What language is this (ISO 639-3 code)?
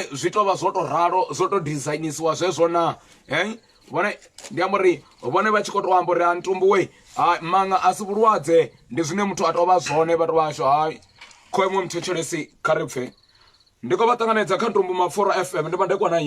ven